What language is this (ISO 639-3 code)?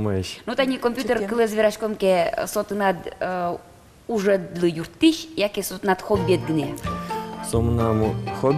udm